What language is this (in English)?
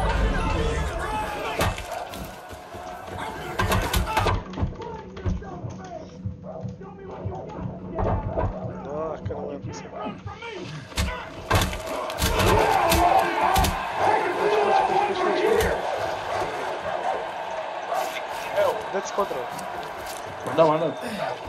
Romanian